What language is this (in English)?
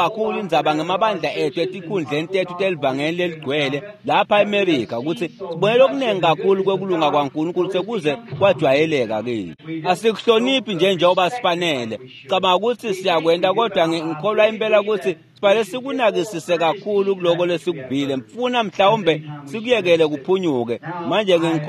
Swati